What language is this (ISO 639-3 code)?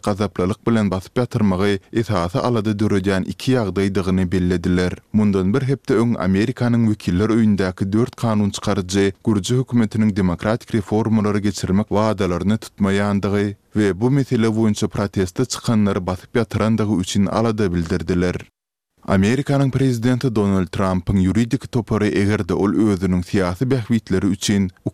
tuk